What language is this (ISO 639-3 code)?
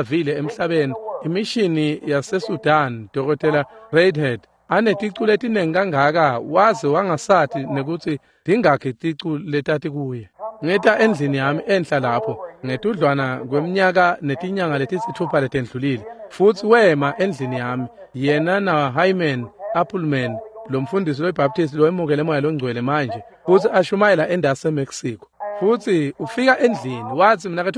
ssw